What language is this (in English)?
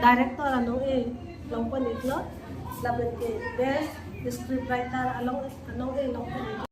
Karbi